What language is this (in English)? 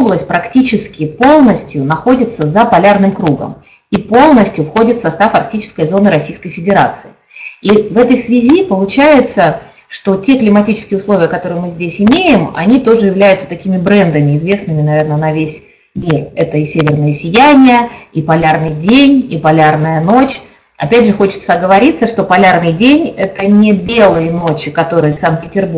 Russian